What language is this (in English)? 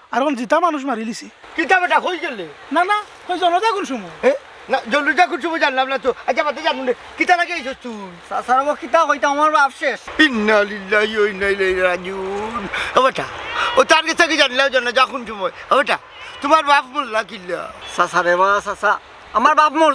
Sylheti